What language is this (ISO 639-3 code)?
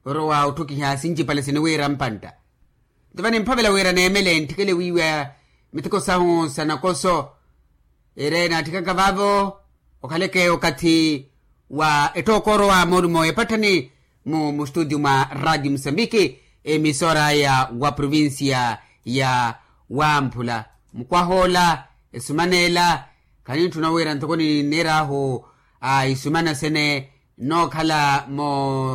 vmw